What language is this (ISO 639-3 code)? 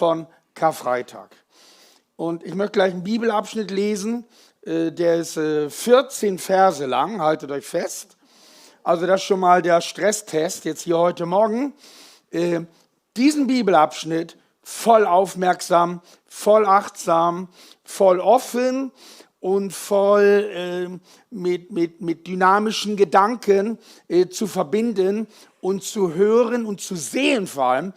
gsw